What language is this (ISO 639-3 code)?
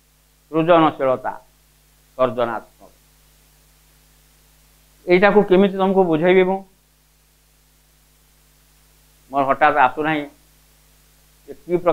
ori